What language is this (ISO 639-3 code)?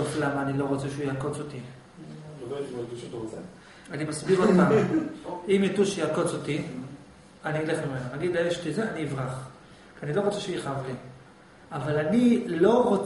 heb